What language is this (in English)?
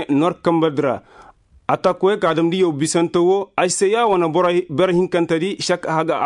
Koyraboro Senni